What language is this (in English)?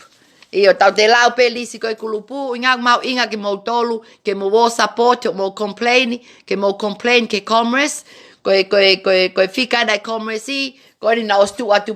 Tongan